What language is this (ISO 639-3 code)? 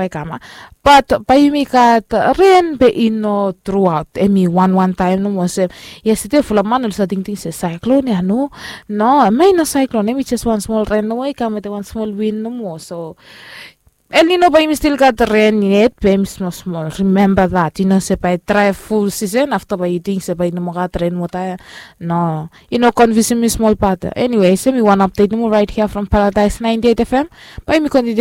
bis